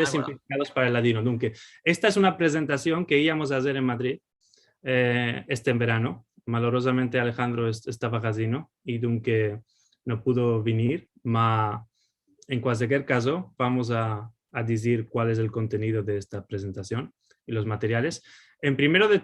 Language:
Ladino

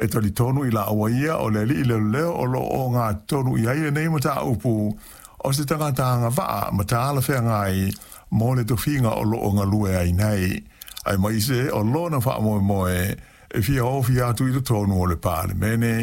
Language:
Samoan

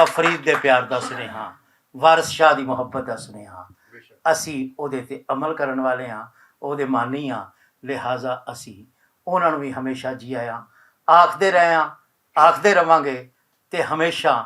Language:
Western Panjabi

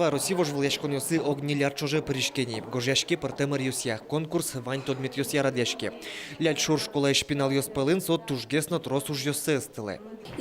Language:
Udmurt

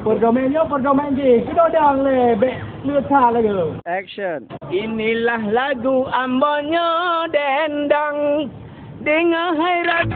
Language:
Achinese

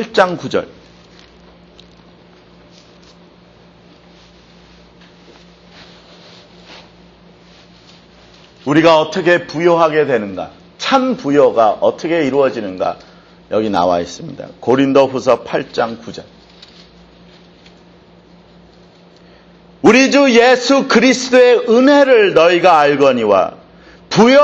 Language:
Korean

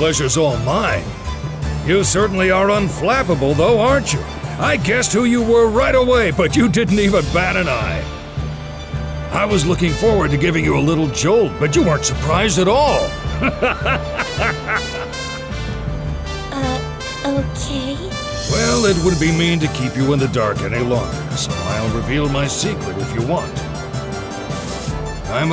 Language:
English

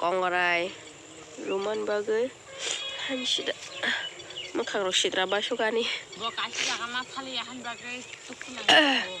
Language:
Kok Borok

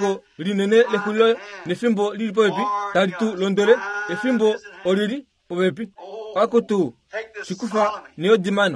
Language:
Kuanyama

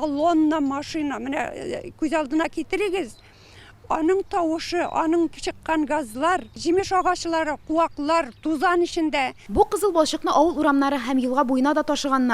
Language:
Tatar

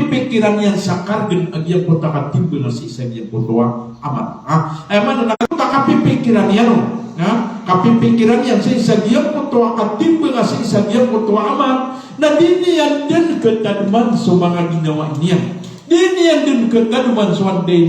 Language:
Maranao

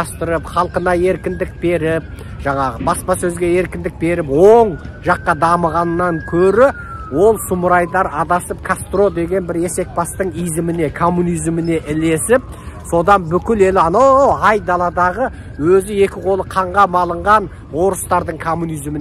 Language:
Kazakh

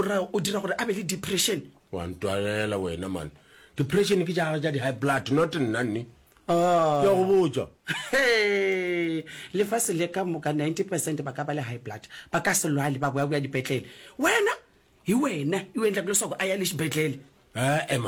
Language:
Northern Sotho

